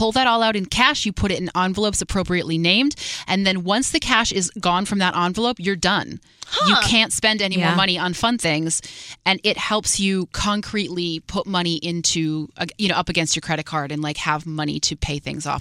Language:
English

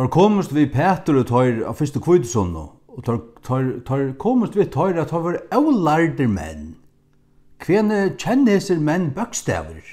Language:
Faroese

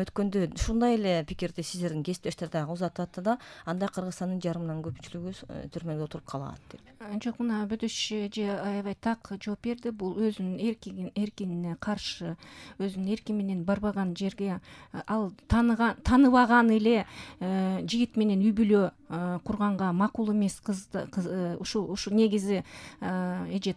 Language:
Kyrgyz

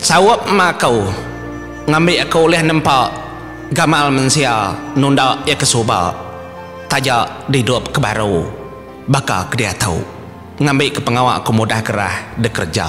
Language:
Iban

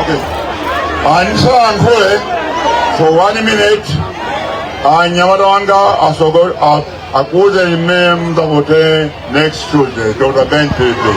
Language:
Nyanja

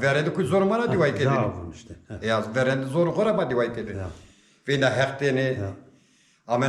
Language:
Zaza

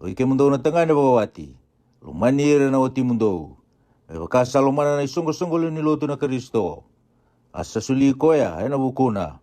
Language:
Fijian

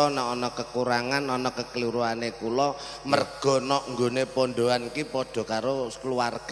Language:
Javanese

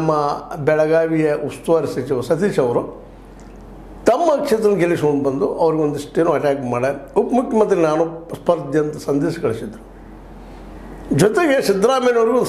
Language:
Kannada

